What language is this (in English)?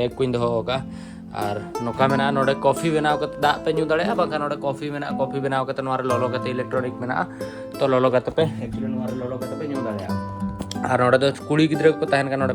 Santali